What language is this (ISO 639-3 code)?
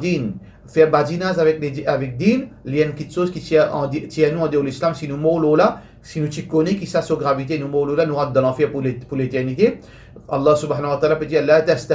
mfe